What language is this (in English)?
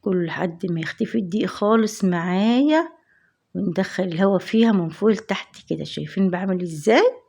Egyptian Arabic